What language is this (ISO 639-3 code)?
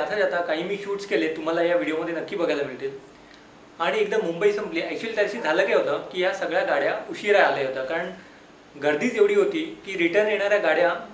mar